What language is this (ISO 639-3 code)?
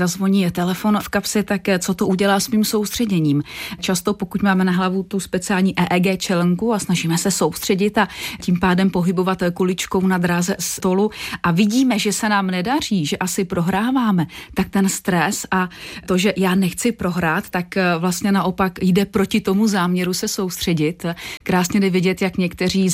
ces